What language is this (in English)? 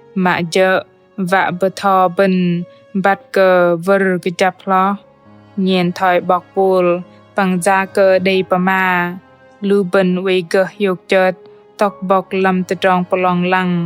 Bahnar